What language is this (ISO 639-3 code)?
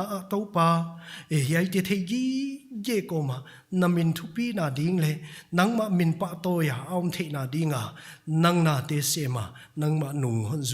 pck